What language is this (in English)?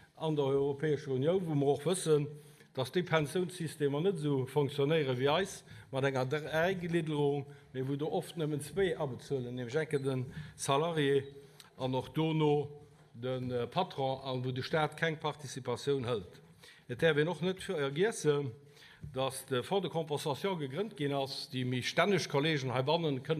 Luxembourgish